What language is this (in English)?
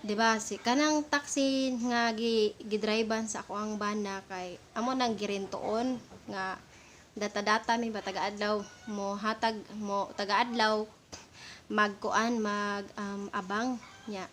Cebuano